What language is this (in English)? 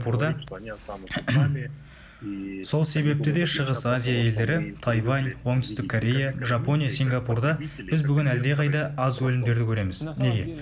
Kazakh